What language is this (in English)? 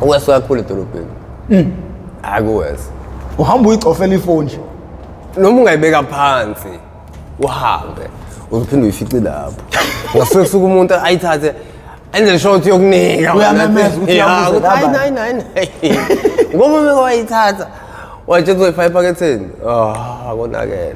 Zulu